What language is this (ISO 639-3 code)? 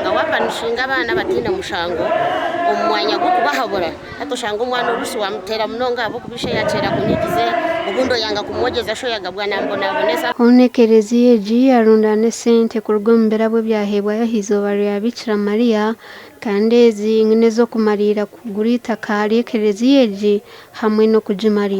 nyn